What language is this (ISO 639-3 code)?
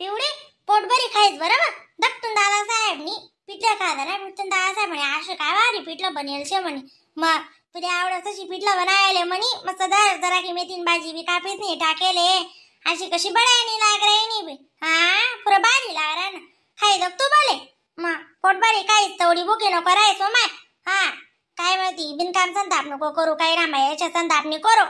khn